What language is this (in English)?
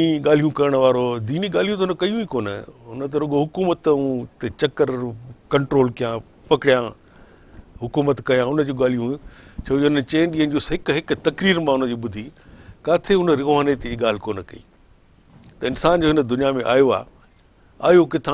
Sindhi